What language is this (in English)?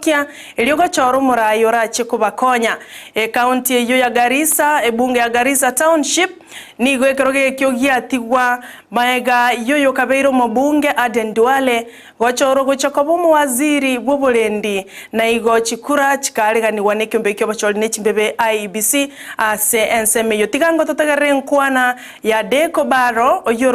Gusii